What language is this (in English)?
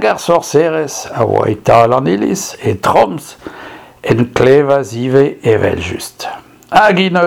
Breton